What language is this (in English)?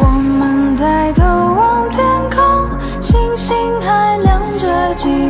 Chinese